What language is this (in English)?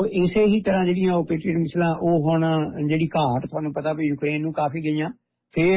Punjabi